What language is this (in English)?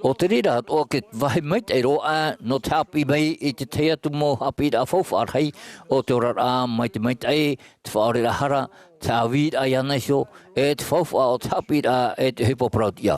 Tahitian